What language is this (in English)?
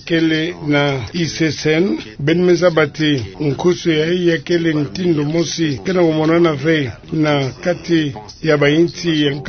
Kituba (Democratic Republic of Congo)